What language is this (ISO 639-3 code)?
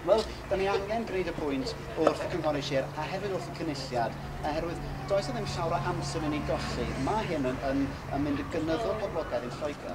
cym